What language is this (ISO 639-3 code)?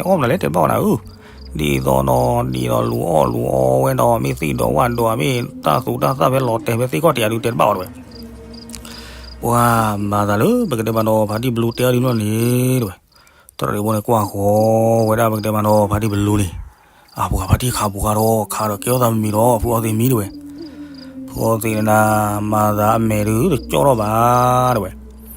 ksw